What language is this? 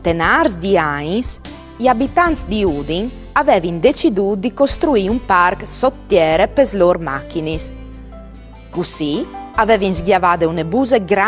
Friulian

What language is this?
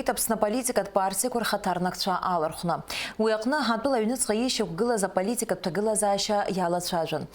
Abkhazian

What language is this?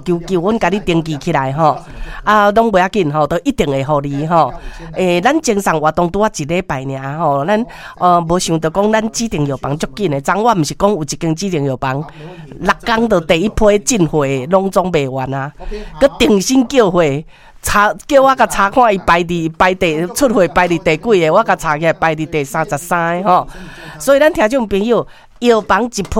Min Nan Chinese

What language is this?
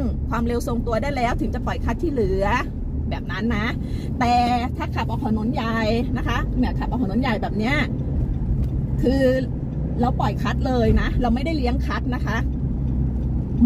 Thai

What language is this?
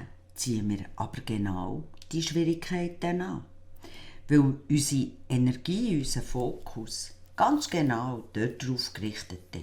Swiss German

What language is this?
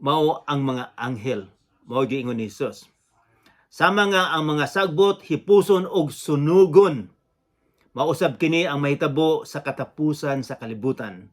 Cebuano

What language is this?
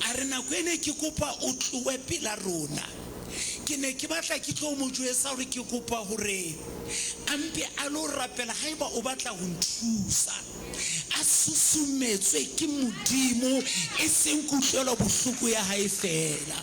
Southern Sotho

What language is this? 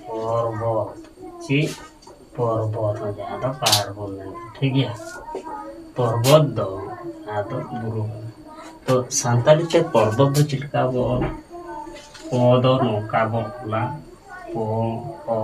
Santali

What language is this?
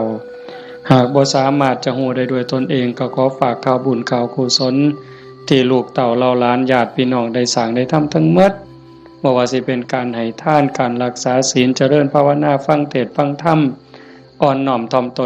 Northeastern Thai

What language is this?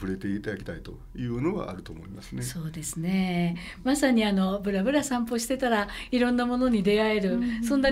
Japanese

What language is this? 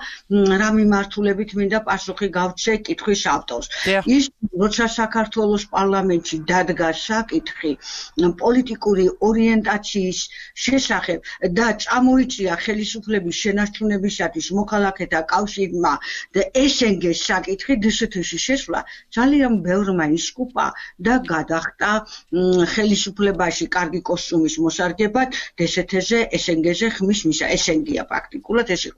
Georgian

